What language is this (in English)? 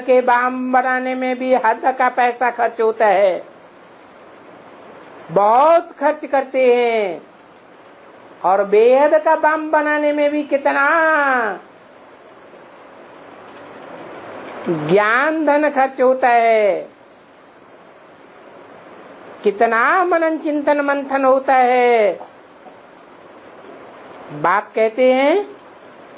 Hindi